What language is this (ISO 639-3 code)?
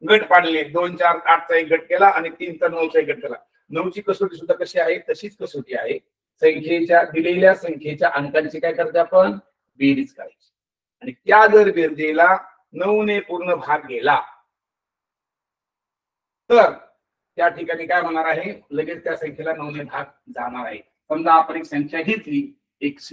mar